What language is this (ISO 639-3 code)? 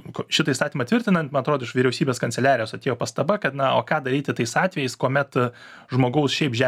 lit